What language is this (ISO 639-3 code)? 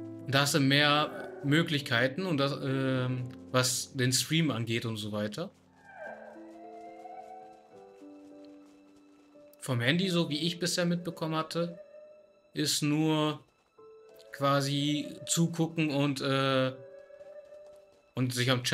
deu